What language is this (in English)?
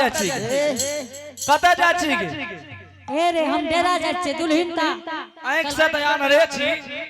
Angika